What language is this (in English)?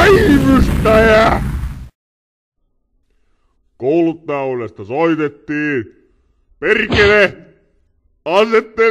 Finnish